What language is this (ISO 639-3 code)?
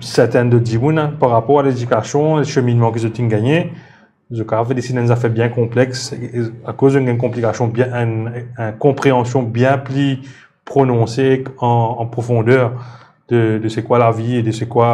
mfe